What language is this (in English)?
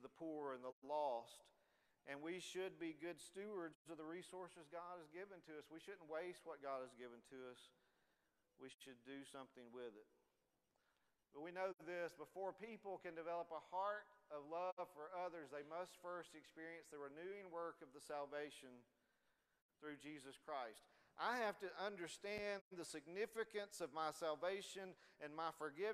English